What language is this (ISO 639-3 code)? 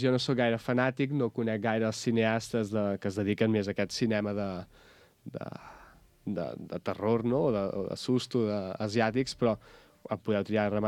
cat